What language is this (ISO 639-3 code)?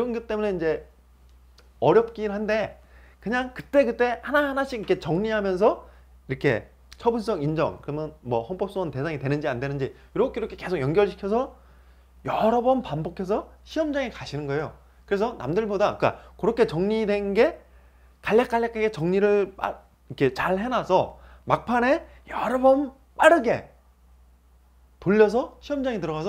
kor